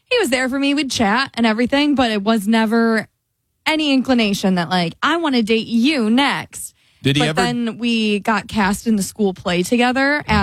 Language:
English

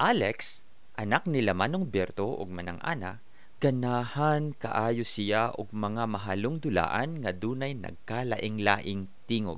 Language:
Cebuano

